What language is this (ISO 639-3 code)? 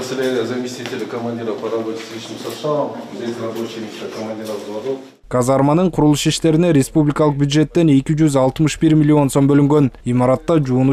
kir